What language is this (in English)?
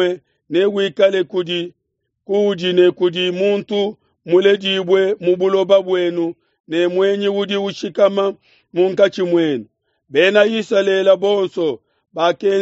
Luba-Lulua